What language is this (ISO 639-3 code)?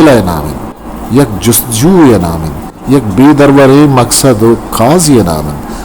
bgp